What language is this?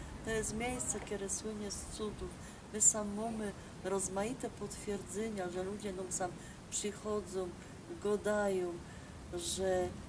Silesian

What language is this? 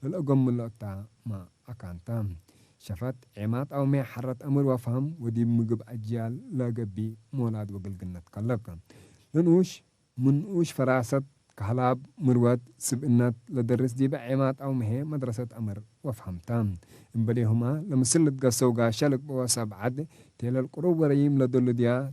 Tigre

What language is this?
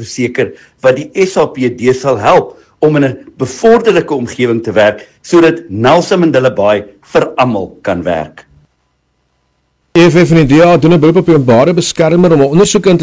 Afrikaans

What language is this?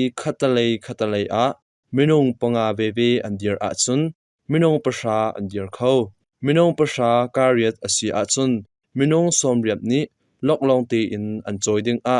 Hakha Chin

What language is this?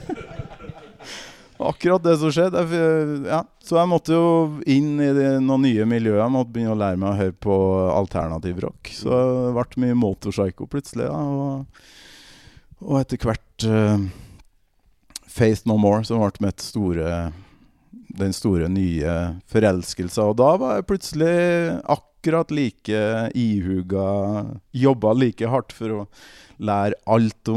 Norwegian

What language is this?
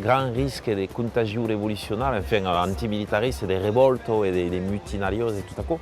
Occitan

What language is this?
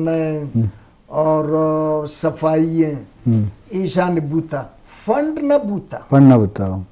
Eastern Balochi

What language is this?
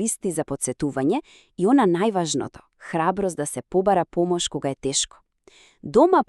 Macedonian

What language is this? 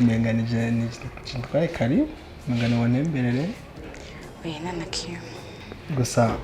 Rundi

